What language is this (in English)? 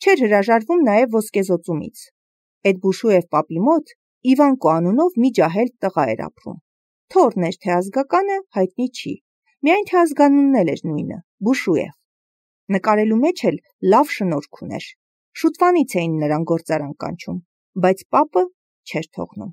Armenian